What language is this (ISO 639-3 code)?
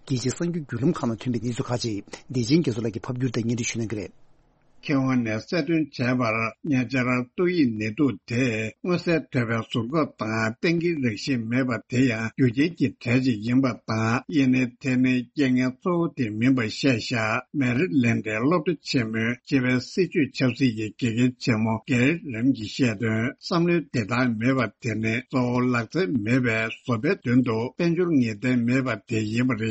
bod